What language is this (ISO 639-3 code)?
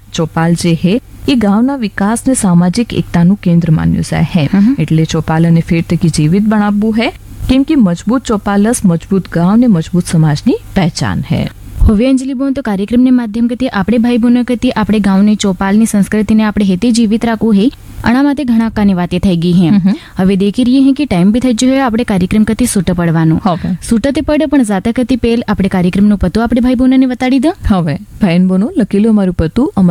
guj